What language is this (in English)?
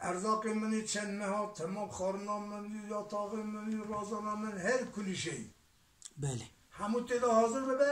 Kurdish